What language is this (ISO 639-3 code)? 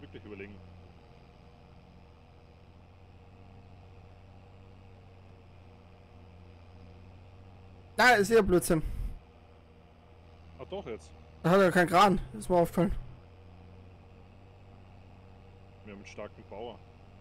deu